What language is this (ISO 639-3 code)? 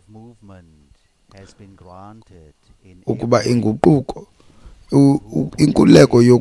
xho